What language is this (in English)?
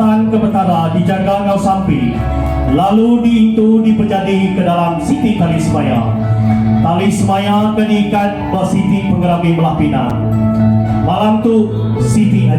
Iban